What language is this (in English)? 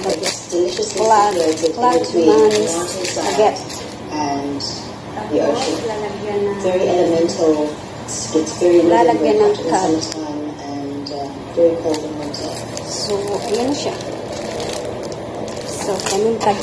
Filipino